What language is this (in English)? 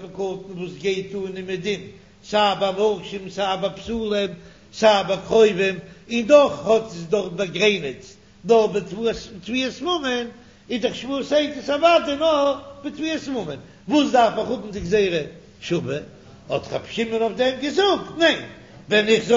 Yiddish